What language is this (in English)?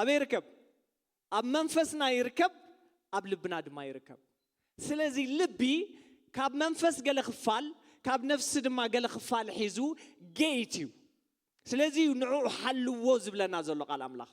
Tigrinya